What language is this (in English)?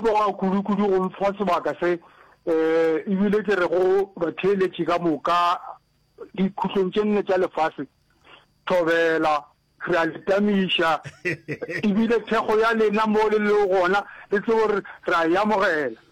Northern Sotho